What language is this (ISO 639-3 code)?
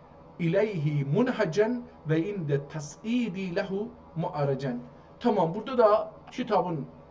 azb